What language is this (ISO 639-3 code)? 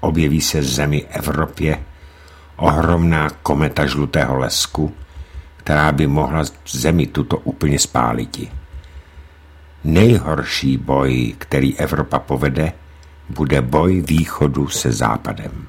ces